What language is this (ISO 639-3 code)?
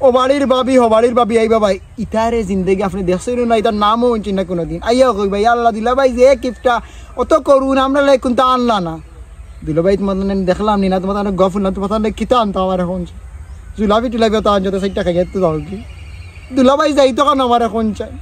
syl